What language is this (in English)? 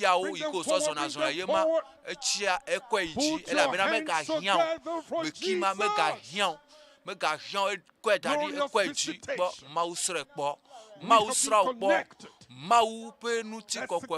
Ewe